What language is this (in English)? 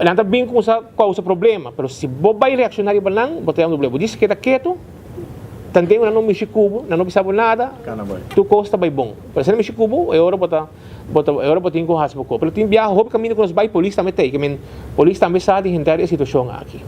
Papiamento